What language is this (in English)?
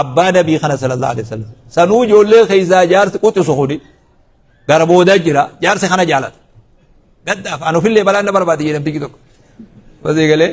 Oromo